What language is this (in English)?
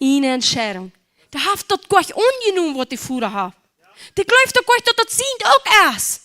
Plautdietsch